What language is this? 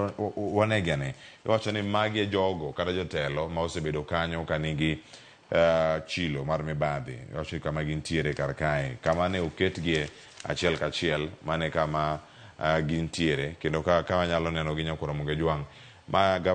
Luo (Kenya and Tanzania)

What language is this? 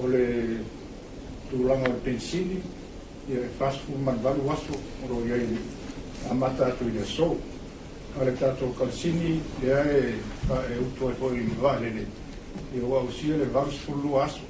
Samoan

